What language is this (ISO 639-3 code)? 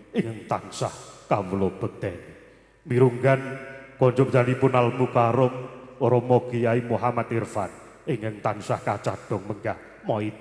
jav